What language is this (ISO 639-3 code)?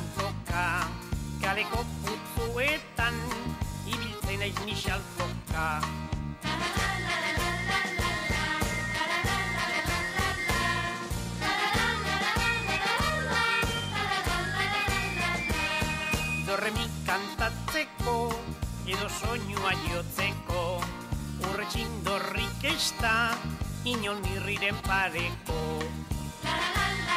eus